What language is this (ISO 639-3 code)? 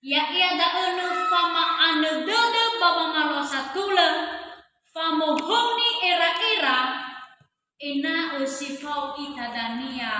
nia